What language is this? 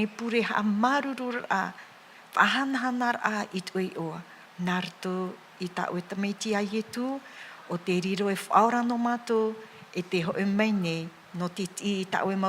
Tahitian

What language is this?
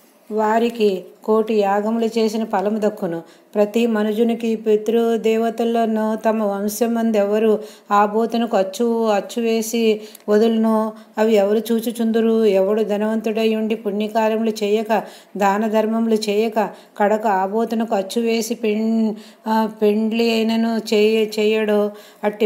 Telugu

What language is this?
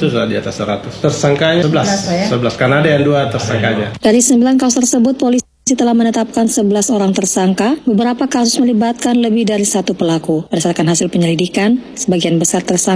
Indonesian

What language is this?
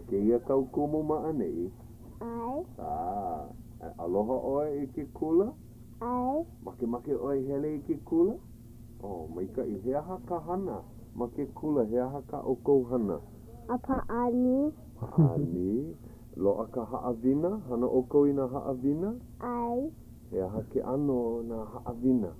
Hawaiian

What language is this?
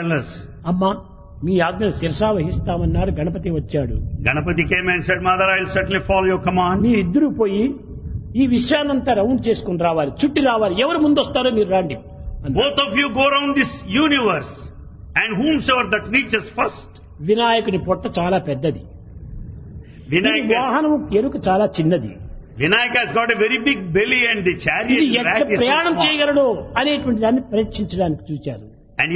Telugu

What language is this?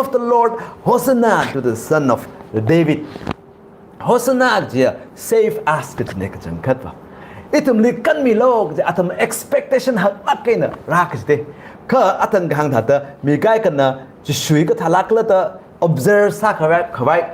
Tangkhul Naga (India)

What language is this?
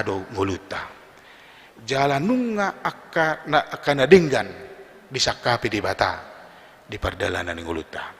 Batak Toba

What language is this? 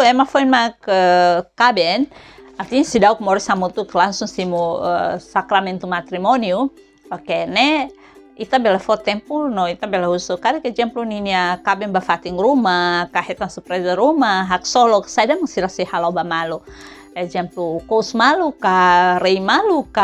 Tetum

